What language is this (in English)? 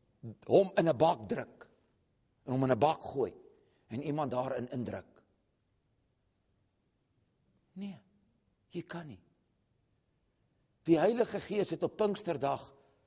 Afrikaans